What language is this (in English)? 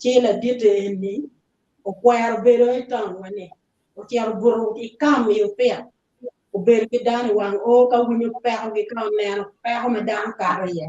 Acoli